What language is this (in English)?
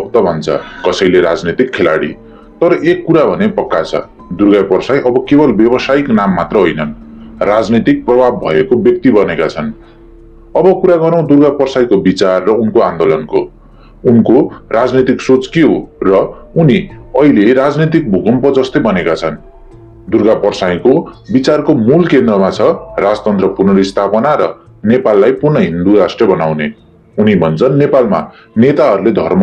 Nepali